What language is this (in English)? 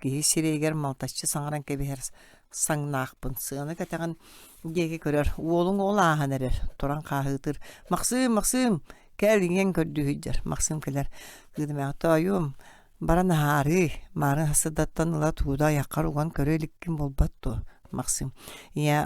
Yakut